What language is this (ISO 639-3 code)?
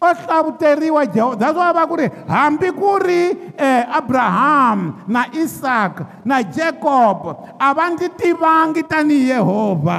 tso